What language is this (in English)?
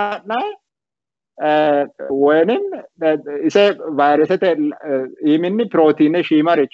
Sidamo